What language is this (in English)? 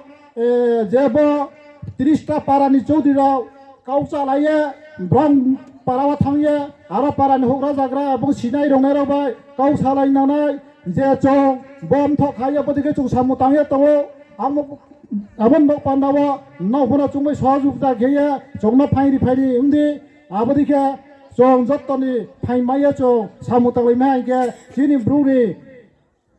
Riang (India)